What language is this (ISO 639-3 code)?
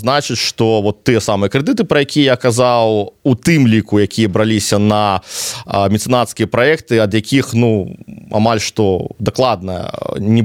bel